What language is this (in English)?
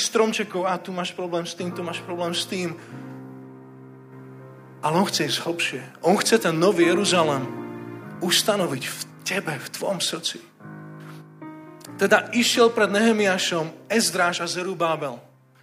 Slovak